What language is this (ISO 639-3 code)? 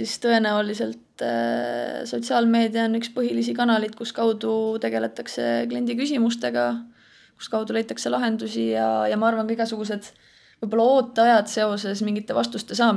est